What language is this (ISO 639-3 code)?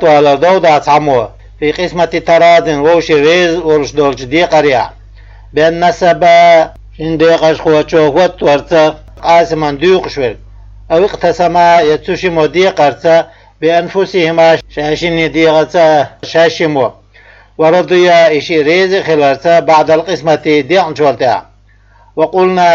che